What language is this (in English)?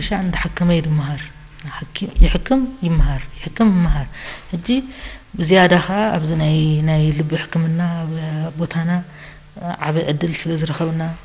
Tigrinya